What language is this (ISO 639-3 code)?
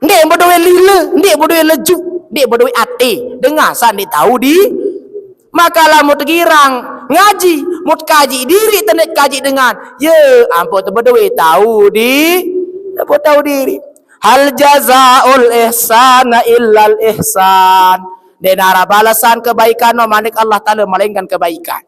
sas